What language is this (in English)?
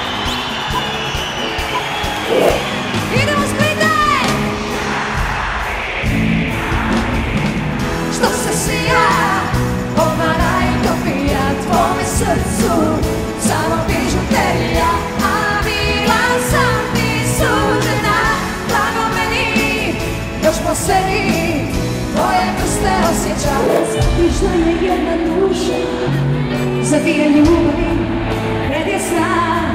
Croatian